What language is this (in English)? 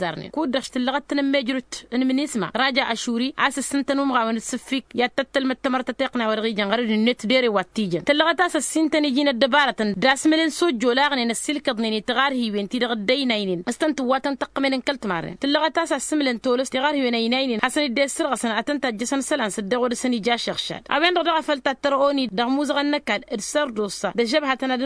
Tamasheq